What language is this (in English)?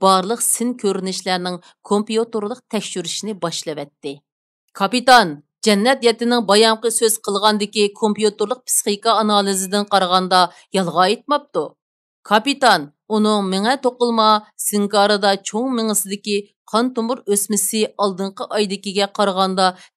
Uyghur